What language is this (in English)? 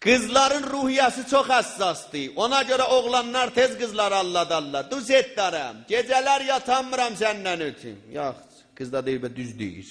South Azerbaijani